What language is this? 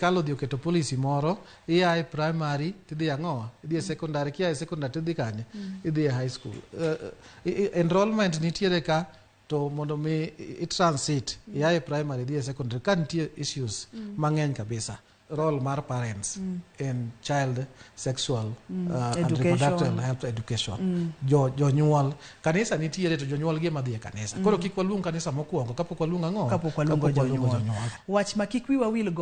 Luo (Kenya and Tanzania)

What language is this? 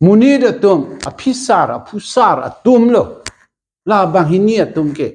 Karbi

